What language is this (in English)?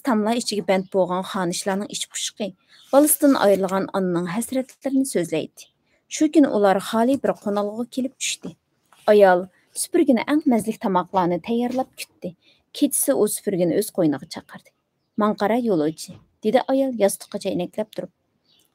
Uyghur